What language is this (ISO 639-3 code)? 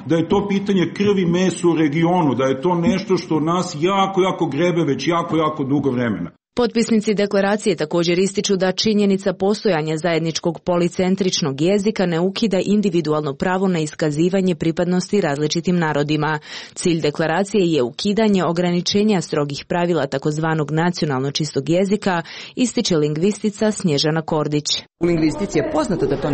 hrv